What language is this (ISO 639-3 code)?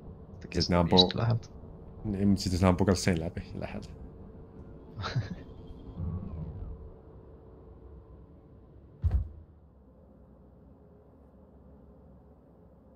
fin